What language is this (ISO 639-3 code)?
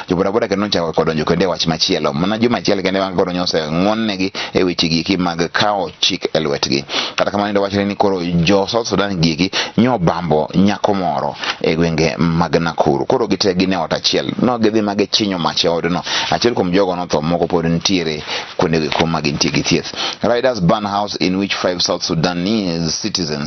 luo